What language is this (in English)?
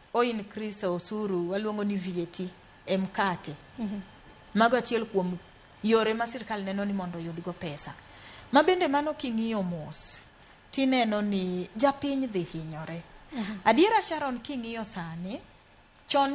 Luo (Kenya and Tanzania)